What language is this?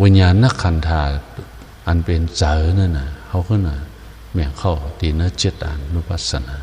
Shan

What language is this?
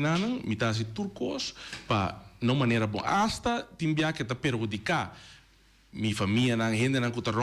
Papiamento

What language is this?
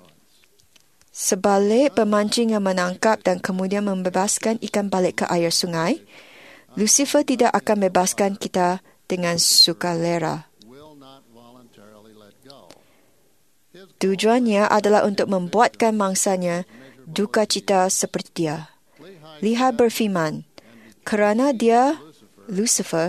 Malay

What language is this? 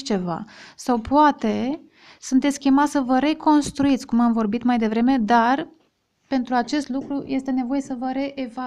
Romanian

